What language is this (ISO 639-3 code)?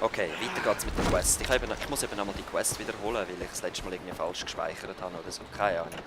gsw